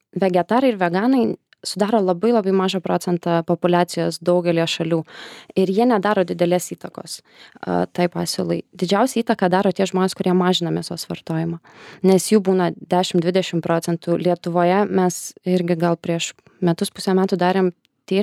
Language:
Lithuanian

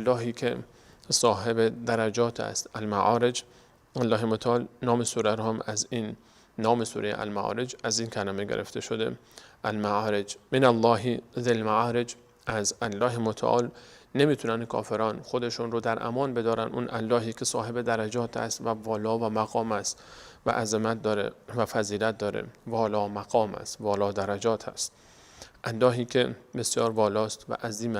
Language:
Persian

